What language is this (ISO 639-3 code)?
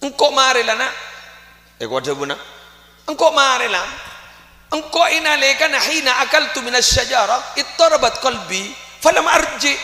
mad